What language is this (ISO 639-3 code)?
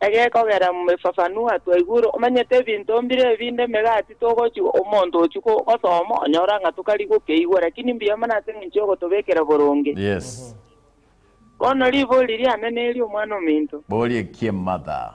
guz